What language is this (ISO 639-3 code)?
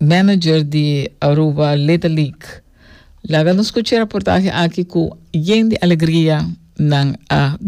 pap